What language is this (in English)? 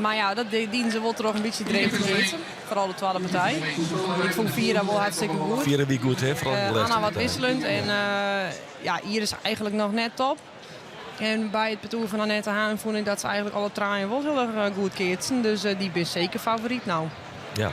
Western Frisian